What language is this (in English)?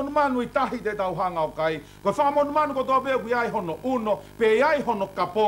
Tongan